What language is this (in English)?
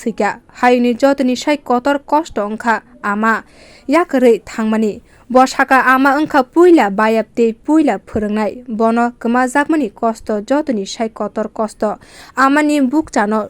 Kok Borok